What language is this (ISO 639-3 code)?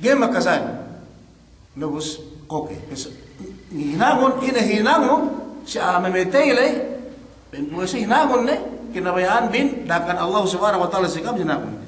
yka